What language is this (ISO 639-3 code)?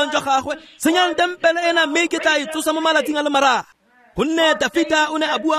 tsn